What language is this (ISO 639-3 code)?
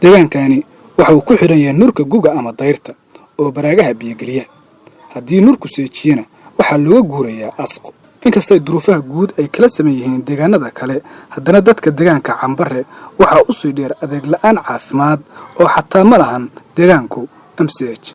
som